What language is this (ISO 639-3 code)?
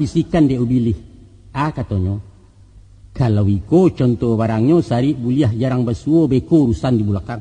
min